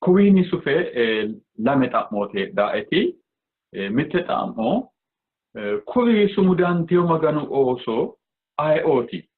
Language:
Sidamo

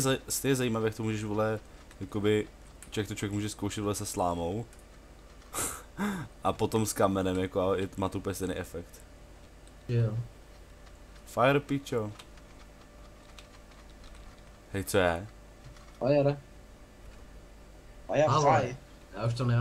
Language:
Czech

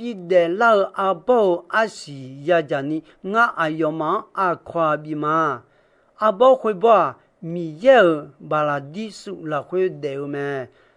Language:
Akha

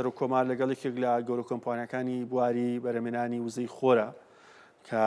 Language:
Central Kurdish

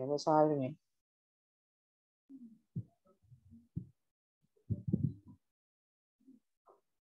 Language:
Vietnamese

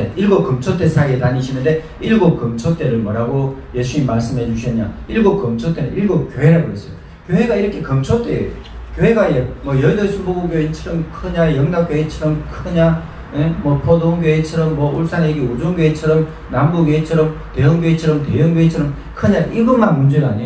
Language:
Korean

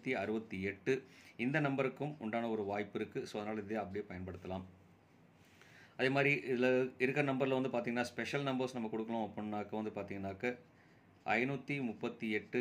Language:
Tamil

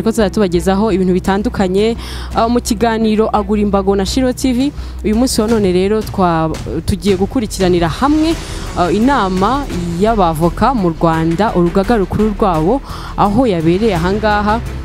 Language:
Kinyarwanda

